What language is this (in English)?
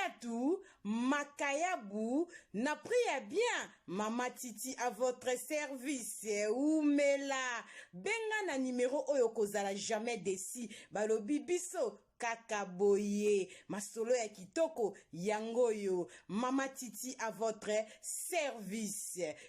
Lingala